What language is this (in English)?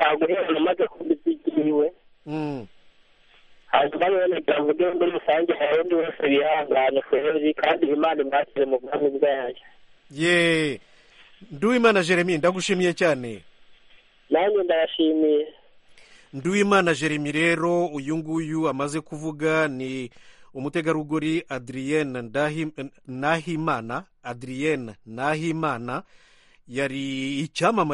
Kinyarwanda